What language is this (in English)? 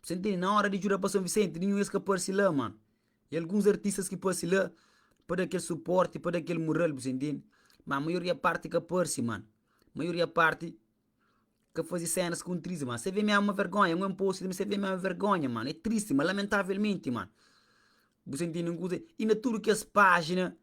Kabuverdianu